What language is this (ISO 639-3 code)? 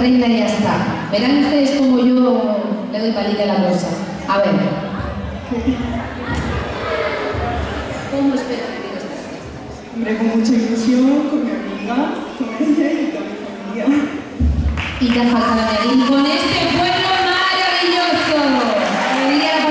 spa